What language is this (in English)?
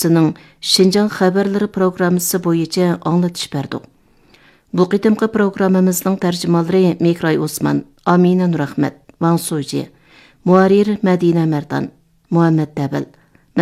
Uyghur